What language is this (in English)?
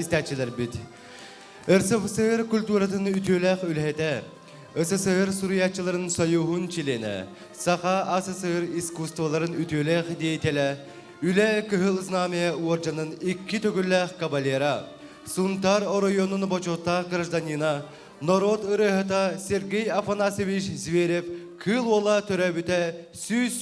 Yakut